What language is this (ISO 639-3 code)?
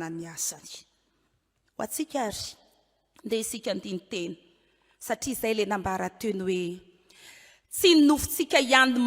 mlg